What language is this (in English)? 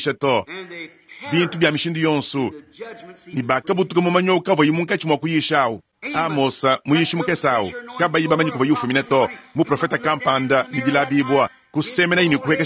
Luba-Lulua